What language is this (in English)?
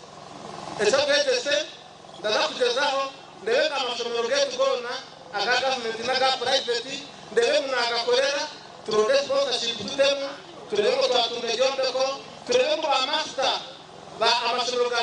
Nyankole